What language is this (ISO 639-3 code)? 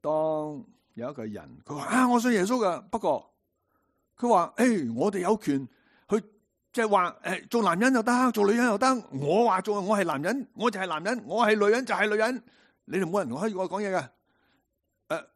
yue